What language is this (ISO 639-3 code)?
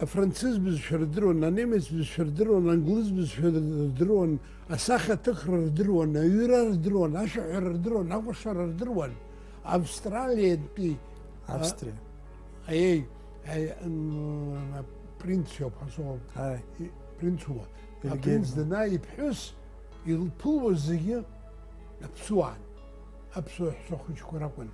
abk